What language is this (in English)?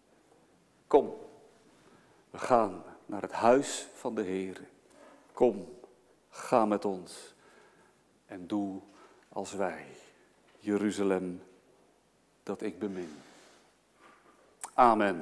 Dutch